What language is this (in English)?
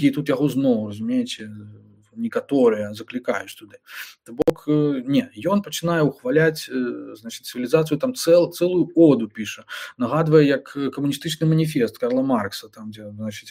Belarusian